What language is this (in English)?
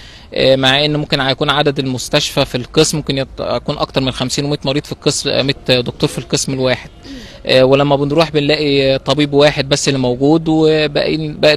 Egyptian Arabic